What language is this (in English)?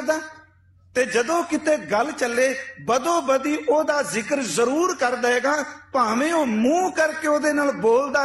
Punjabi